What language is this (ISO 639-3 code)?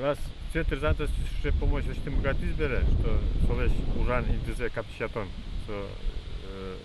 udm